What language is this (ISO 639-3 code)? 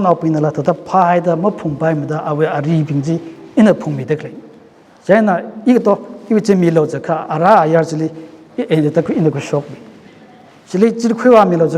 nmf